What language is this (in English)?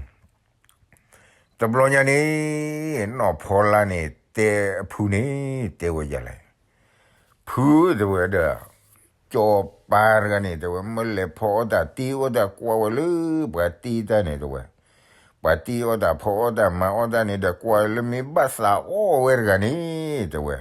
S'gaw Karen